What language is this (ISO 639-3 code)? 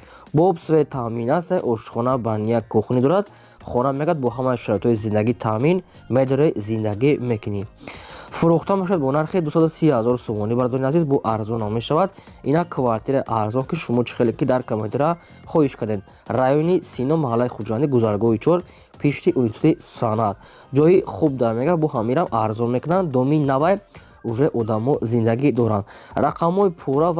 tgk